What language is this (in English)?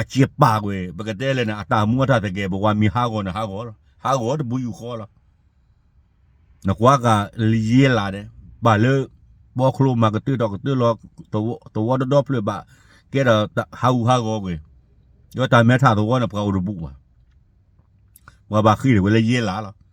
S'gaw Karen